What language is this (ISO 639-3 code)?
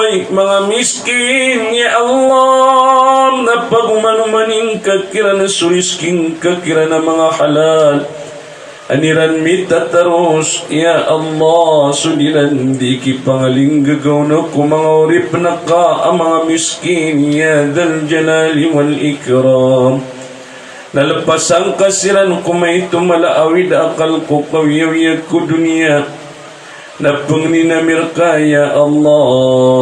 mrw